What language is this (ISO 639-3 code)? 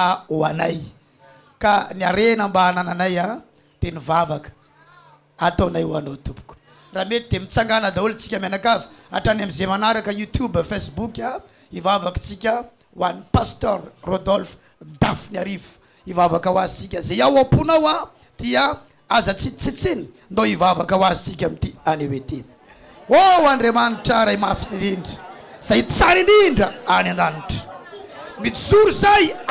mlg